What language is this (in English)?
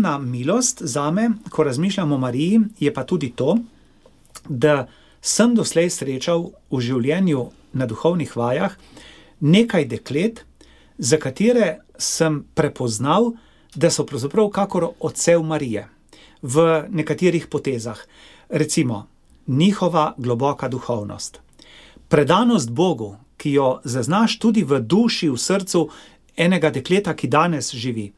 Slovenian